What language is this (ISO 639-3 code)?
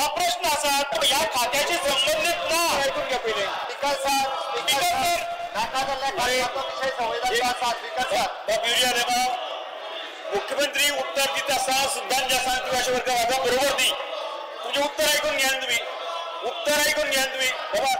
kok